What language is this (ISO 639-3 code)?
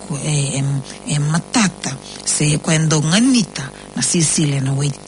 fij